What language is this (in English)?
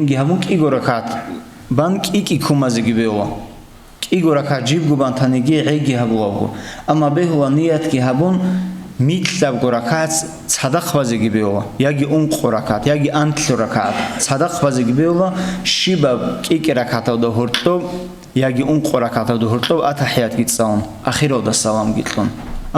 Avaric